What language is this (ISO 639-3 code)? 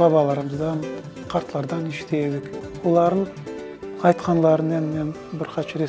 crh